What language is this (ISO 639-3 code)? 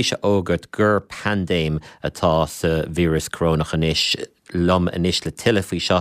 gle